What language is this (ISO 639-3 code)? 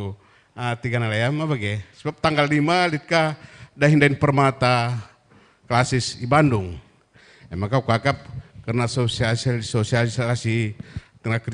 btx